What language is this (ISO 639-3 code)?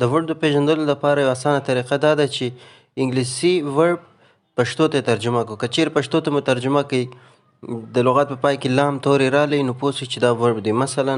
pus